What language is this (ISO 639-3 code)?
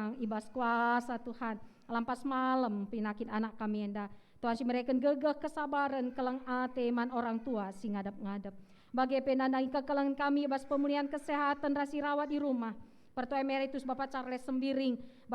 btx